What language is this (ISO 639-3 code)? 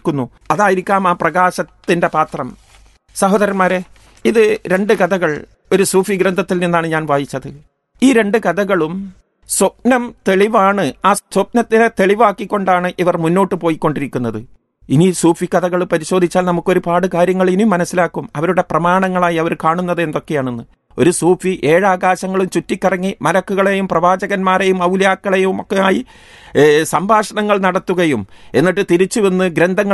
mal